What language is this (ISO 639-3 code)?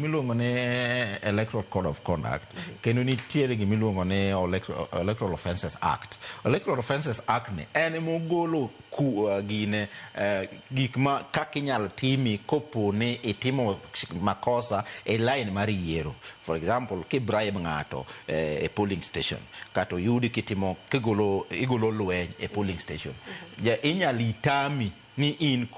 luo